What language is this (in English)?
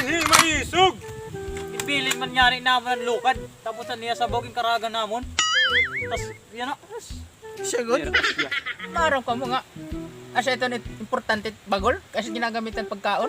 Waray